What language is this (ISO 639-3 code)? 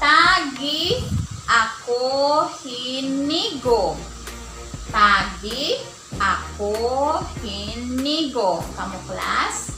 war